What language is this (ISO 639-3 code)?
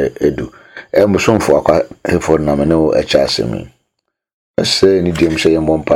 aka